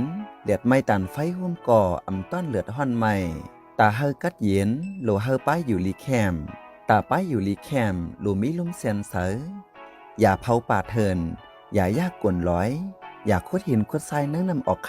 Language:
Shan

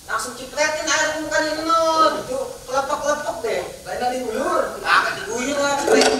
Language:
Betawi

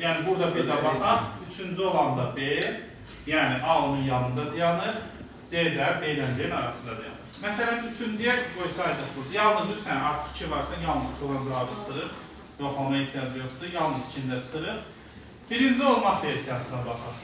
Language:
Azerbaijani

